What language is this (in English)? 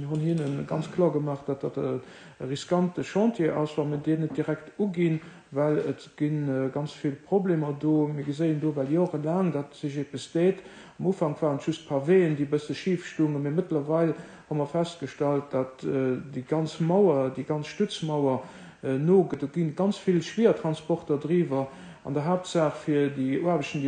Luxembourgish